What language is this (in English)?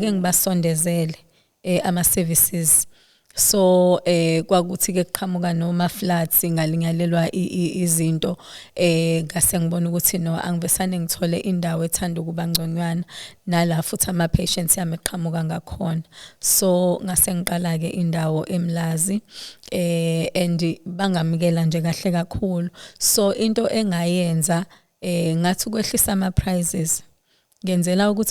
Zulu